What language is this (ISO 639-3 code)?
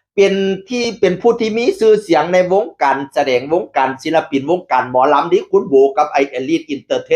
tts